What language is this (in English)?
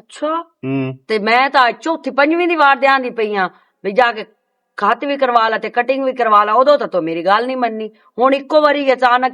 Western Panjabi